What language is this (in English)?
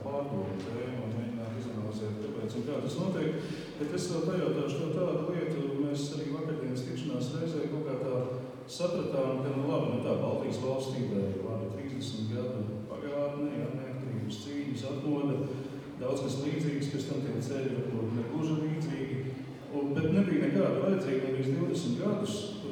Latvian